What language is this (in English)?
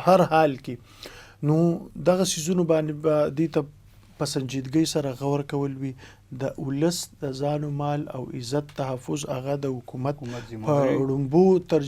Pashto